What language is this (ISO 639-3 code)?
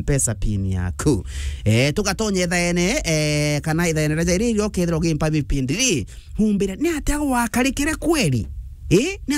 mer